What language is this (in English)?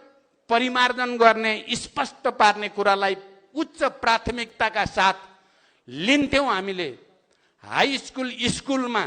Nepali